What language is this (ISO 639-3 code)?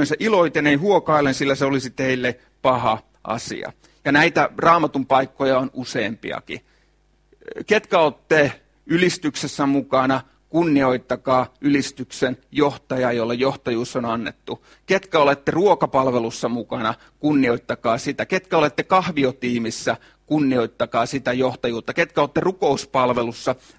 fin